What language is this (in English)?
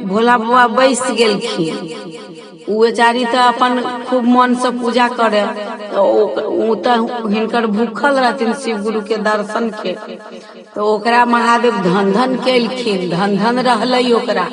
Maithili